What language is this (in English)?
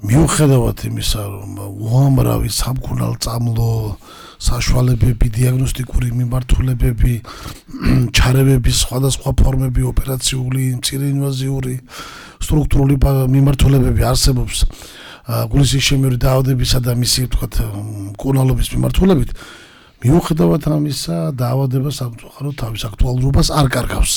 Georgian